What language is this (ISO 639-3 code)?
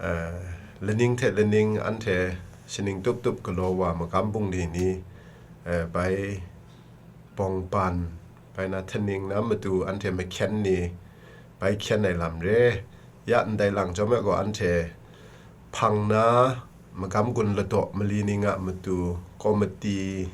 kac